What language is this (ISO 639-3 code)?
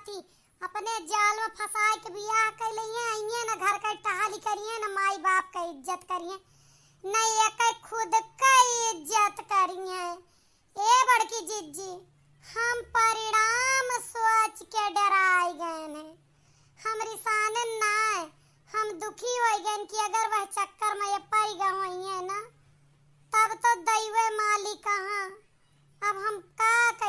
awa